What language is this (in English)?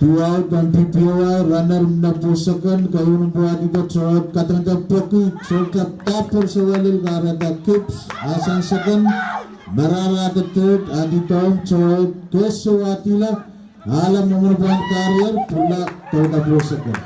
Pohnpeian